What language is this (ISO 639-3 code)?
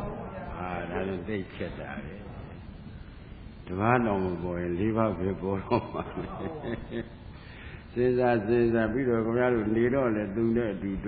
mya